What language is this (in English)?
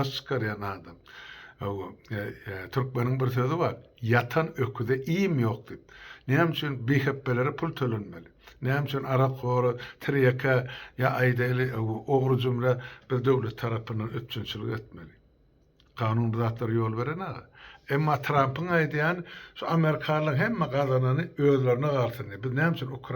Turkmen